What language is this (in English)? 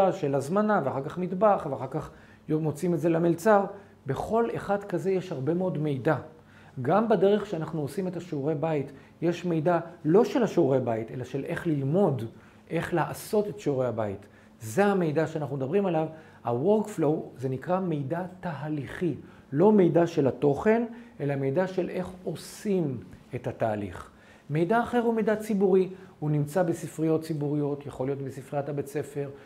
Hebrew